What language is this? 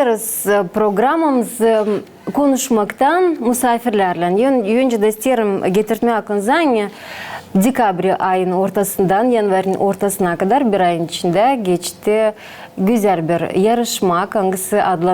Gagauz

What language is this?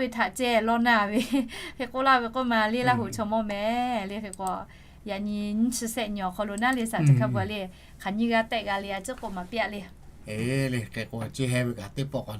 Lahu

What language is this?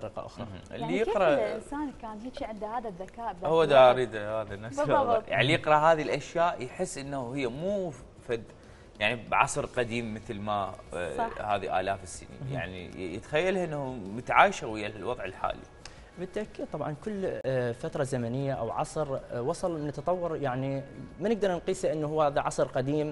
Mesopotamian Arabic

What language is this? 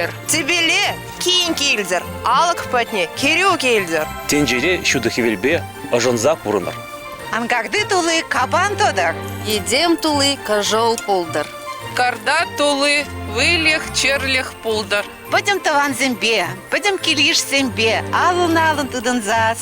Chuvash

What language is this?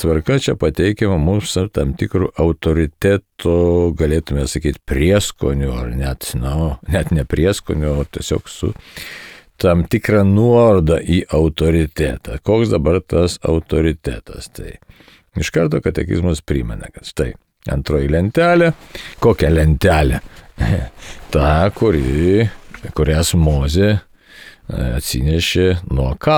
Lithuanian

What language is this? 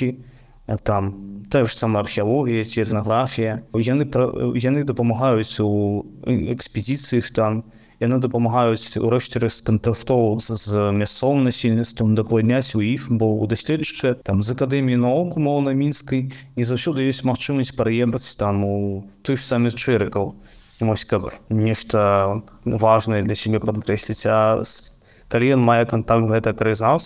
Belarusian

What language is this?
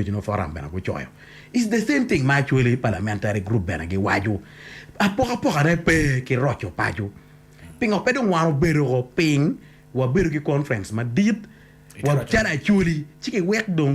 Acoli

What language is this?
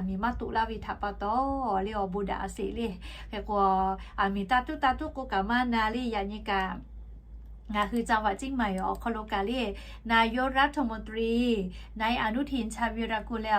Lahu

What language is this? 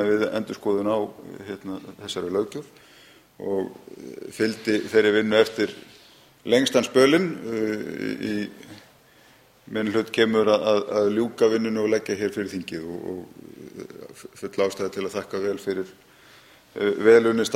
Icelandic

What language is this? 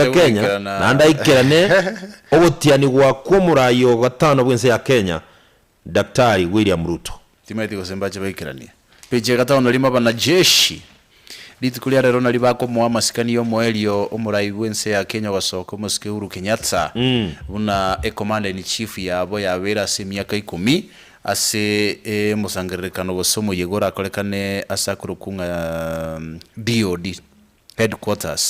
Gusii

